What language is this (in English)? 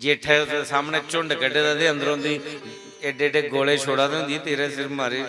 Dogri